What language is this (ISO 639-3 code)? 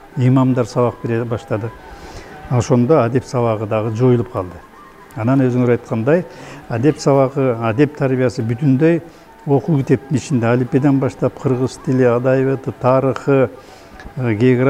kir